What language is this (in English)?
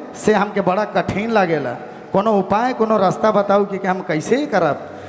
Sadri